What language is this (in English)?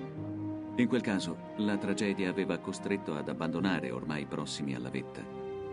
Italian